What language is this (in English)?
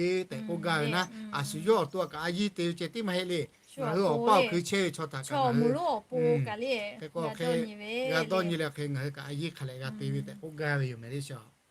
Lahu